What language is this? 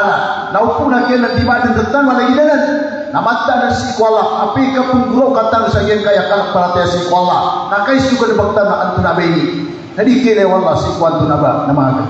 Maranao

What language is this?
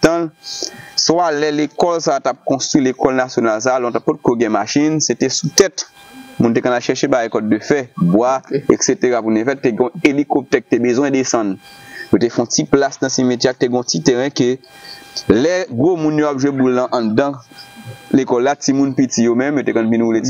Haitian Creole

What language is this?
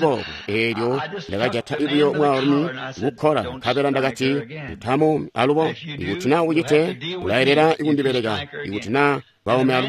Tonga (Zambia)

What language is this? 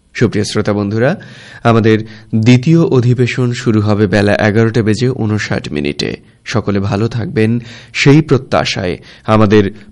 Bangla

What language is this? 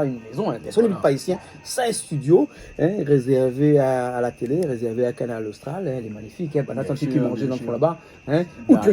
Réunion Creole French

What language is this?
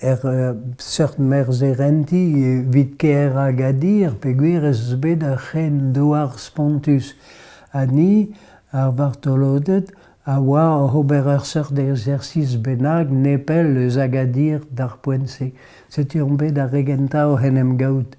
Breton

